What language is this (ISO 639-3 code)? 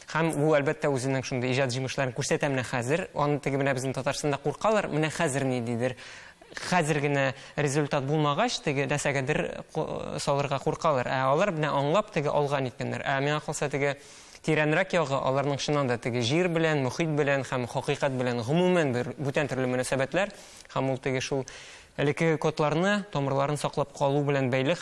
tat